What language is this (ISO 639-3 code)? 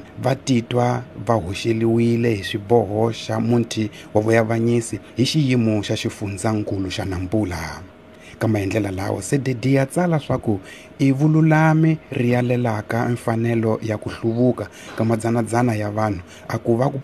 tso